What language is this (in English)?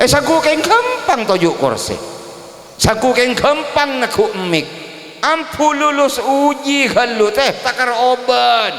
Madurese